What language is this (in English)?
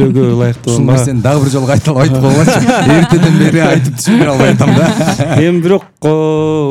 Kyrgyz